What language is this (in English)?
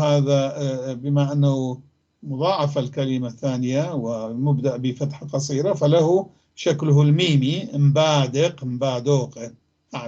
North Levantine Arabic